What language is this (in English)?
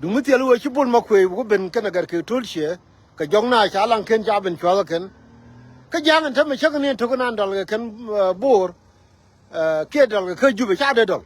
Nuer